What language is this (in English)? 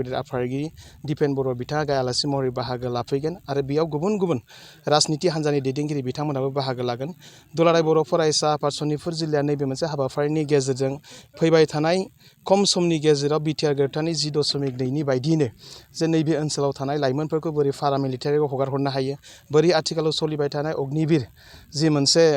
Bodo